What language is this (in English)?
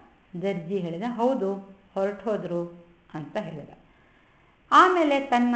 Kannada